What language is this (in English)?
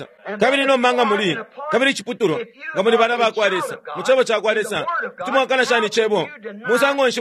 Bemba